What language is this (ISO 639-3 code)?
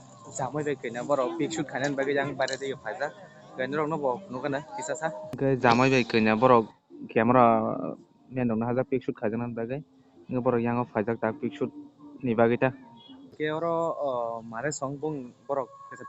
trp